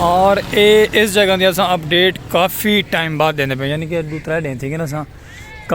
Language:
Saraiki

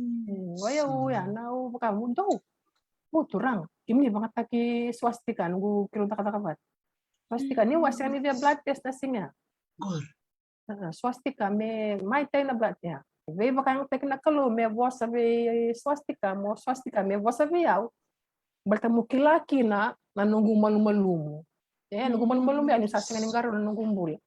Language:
Fijian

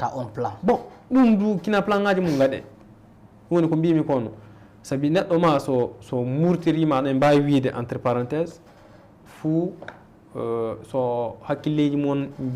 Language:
Fula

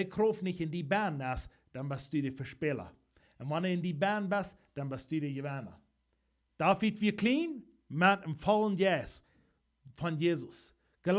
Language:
Plautdietsch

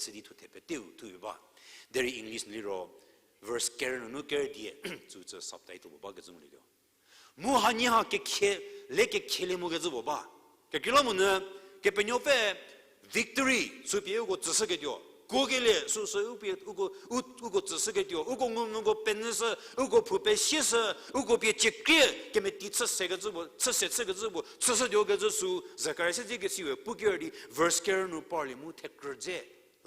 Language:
Angami Naga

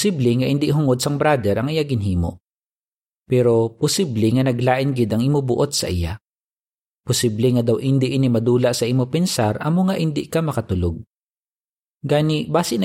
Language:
Hiligaynon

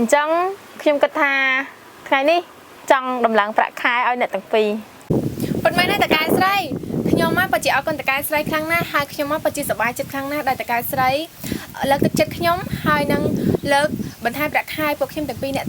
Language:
Khmer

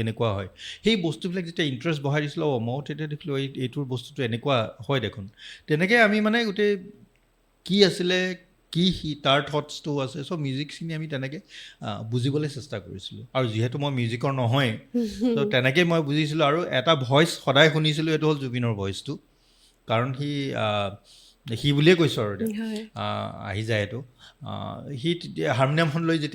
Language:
Assamese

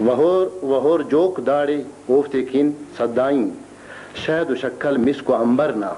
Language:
Brahui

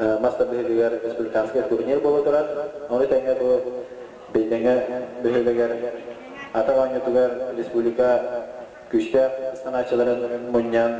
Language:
Yakut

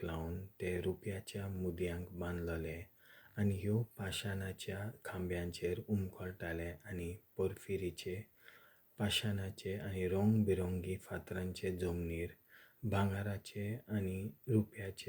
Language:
Konkani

